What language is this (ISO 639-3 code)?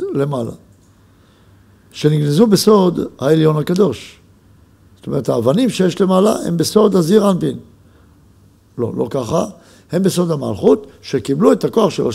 heb